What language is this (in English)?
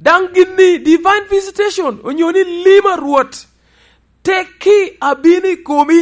Lango (Uganda)